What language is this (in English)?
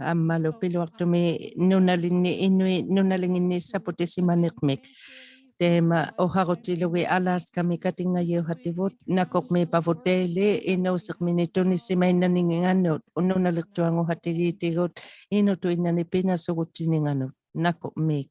Inuktitut